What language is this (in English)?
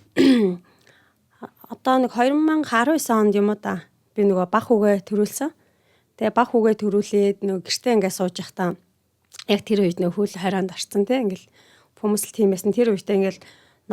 Mongolian